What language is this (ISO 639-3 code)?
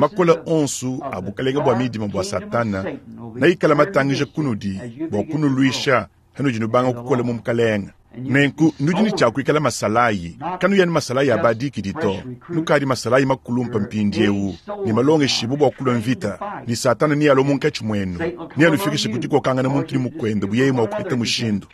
lua